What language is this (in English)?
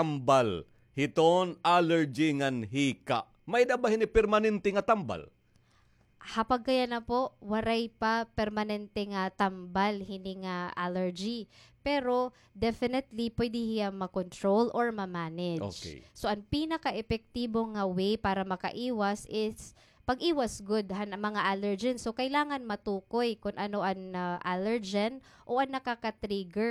Waray